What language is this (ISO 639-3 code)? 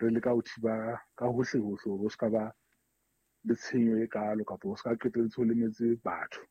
sot